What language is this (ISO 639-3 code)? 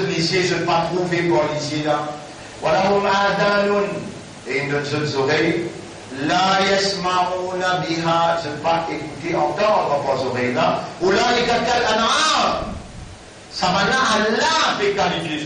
mfe